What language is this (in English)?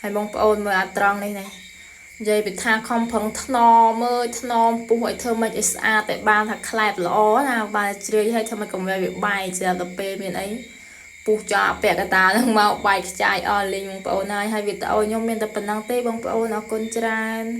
Khmer